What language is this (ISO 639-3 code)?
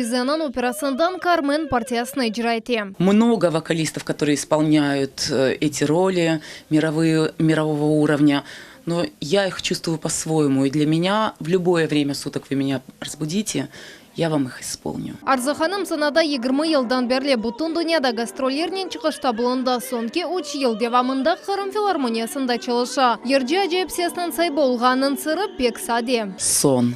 crh